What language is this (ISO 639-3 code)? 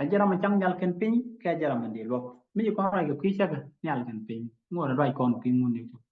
nus